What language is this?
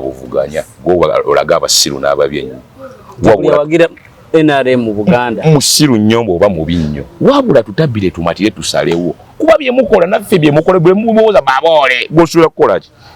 Ganda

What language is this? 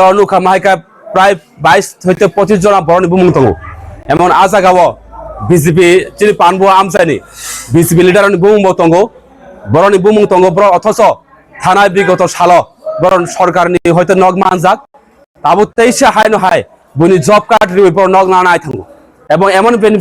Kok Borok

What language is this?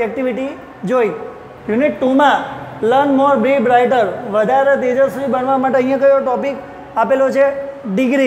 Gujarati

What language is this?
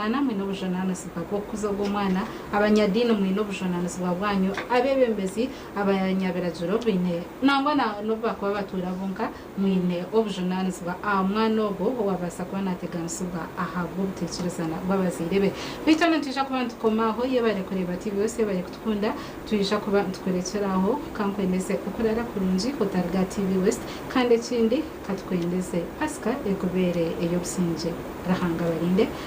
Nyankole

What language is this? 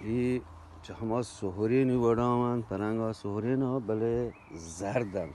Eastern Balochi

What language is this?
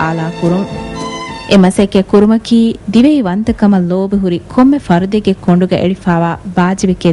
Divehi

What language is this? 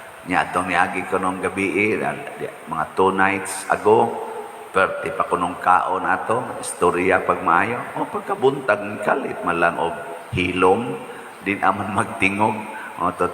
Cebuano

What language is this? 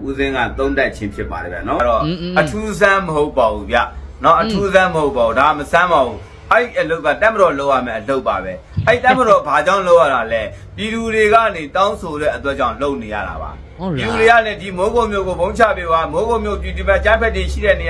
Burmese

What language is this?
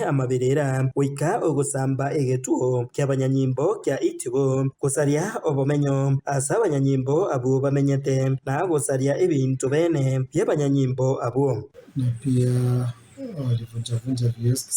Gusii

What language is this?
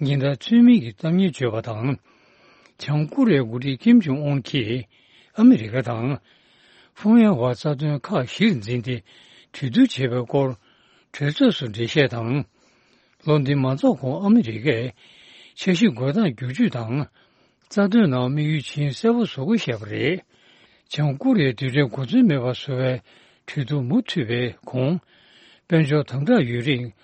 Tibetan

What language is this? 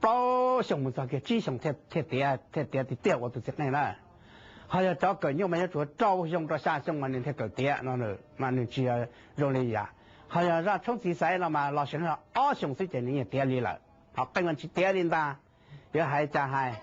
Hmong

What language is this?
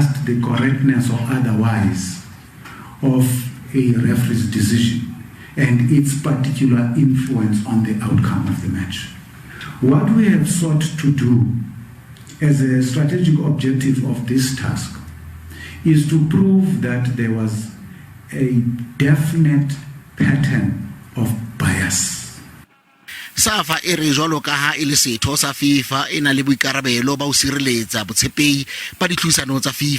Southern Sotho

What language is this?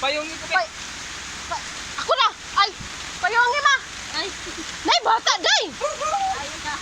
Cebuano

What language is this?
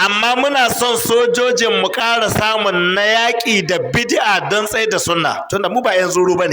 Hausa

